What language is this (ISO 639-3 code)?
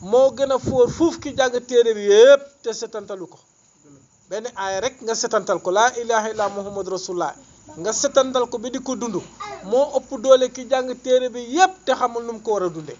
wol